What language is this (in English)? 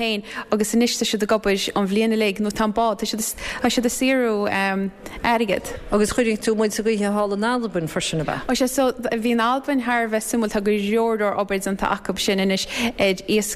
Irish